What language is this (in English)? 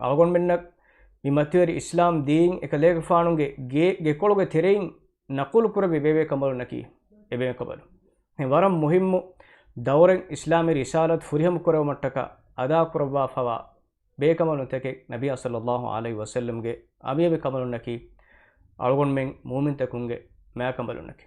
Divehi